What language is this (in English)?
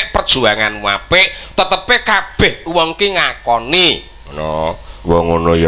Javanese